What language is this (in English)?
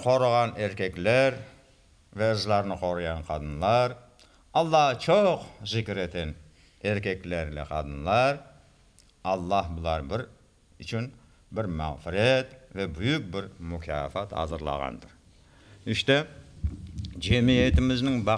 Crimean Tatar